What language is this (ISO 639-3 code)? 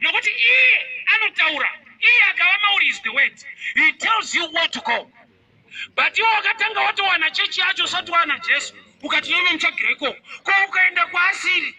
sna